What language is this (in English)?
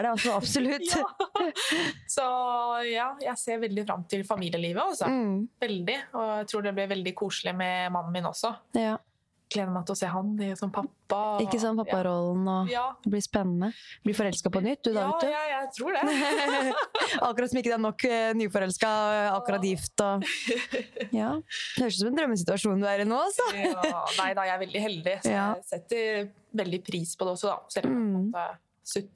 Norwegian